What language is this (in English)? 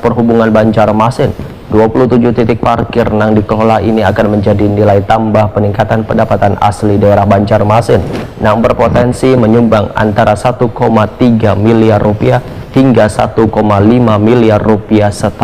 Banjar